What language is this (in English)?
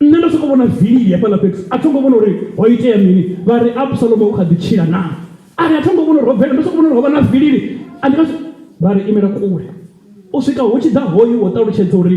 Venda